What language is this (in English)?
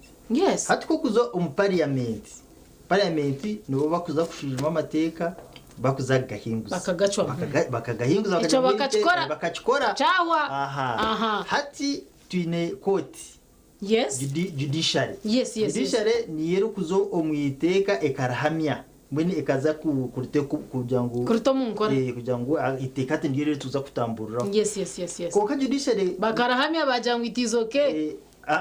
Nyankole